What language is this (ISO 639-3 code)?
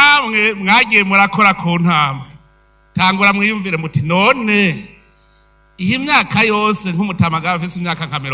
run